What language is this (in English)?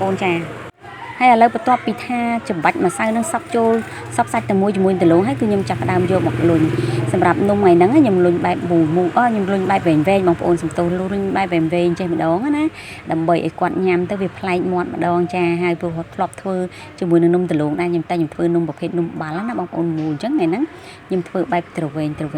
Khmer